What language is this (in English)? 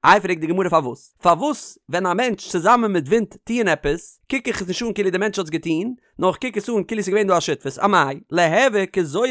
Yiddish